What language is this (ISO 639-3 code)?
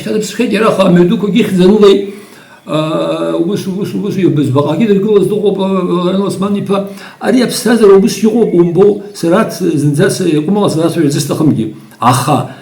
abk